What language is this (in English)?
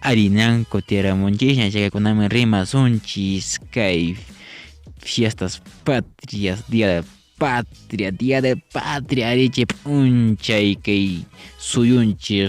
Quechua